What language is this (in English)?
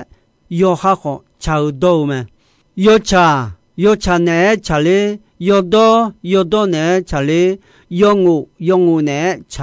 Akha